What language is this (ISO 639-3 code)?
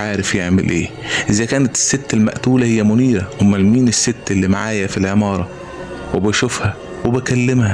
arz